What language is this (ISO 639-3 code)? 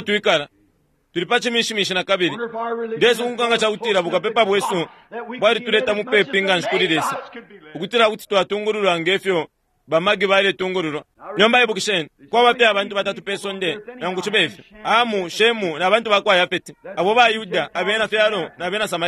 bem